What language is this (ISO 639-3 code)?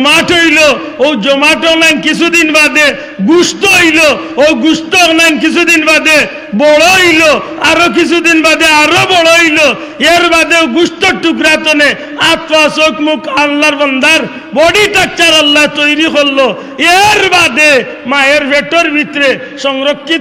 syl